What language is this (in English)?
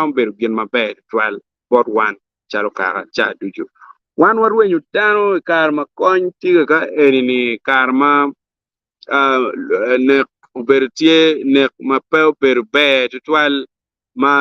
Acoli